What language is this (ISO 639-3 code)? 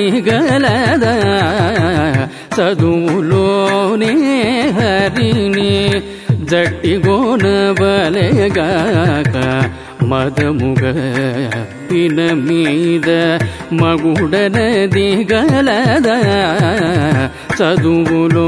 tel